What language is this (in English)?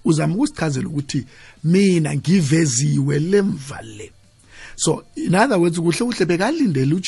South Ndebele